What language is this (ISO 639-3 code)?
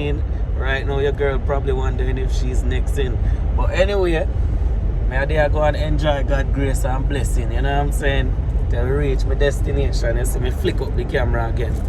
jam